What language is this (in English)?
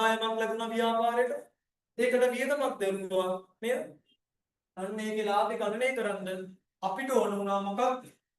Sinhala